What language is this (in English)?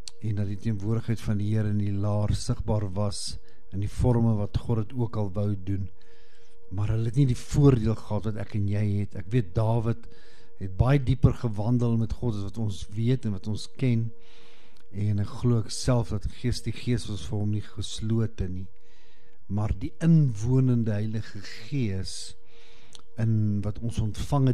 Afrikaans